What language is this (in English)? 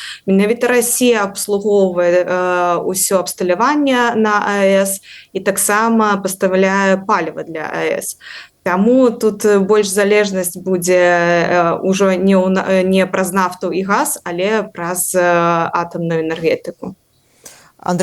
Belarusian